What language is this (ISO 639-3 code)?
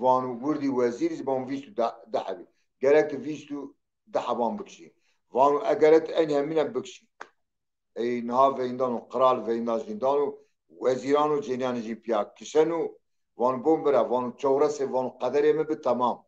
zza